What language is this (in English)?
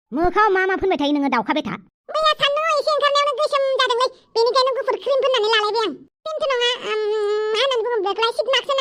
Bodo